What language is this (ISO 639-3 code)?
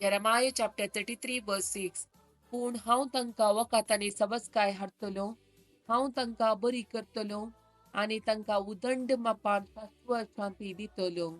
kok